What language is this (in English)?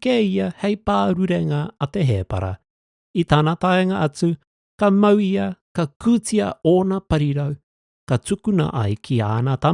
Māori